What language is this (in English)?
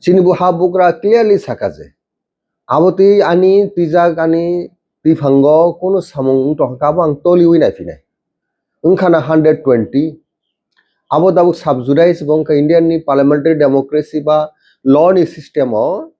Kok Borok